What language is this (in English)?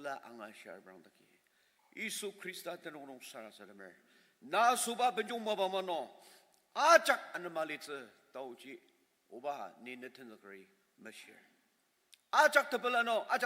Ao Naga